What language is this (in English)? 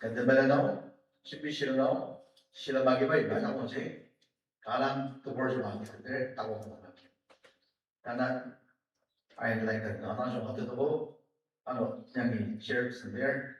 Ao Naga